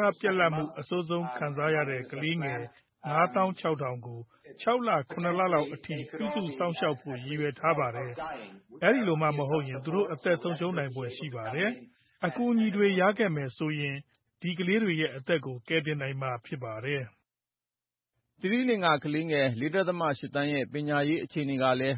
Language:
Burmese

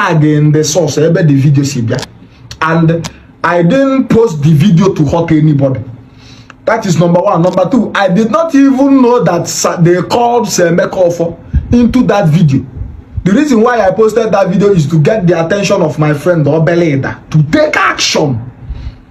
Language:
Igbo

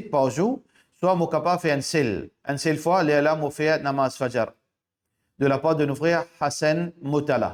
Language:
Morisyen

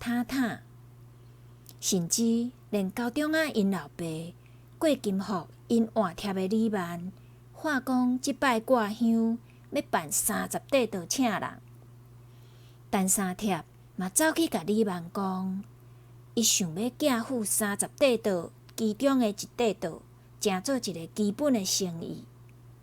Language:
Min Nan Chinese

